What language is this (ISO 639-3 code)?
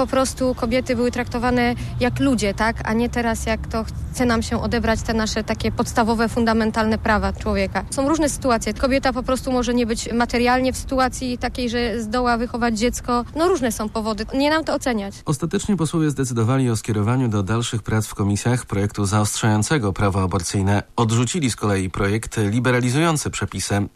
pol